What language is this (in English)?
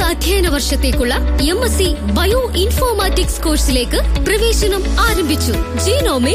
Malayalam